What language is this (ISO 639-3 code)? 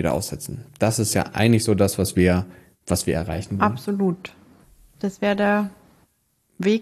deu